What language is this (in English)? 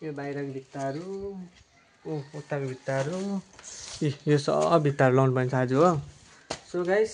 Nepali